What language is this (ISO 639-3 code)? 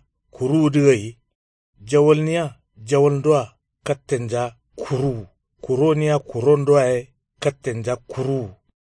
kau